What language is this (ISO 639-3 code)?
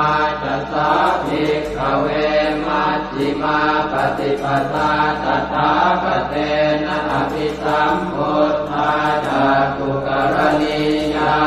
pli